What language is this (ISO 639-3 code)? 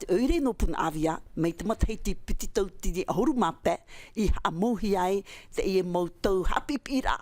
tah